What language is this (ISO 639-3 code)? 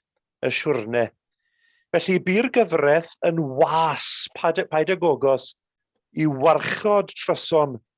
cym